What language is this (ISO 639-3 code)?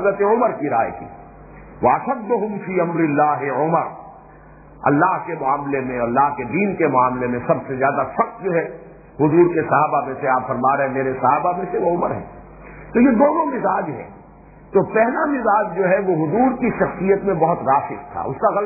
urd